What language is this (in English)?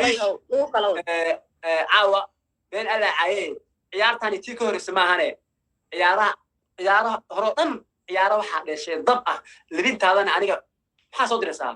Somali